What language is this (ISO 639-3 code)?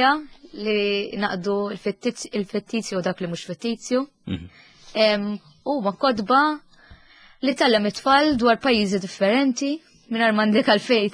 mlt